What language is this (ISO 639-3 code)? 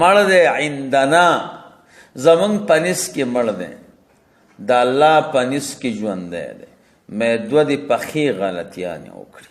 pus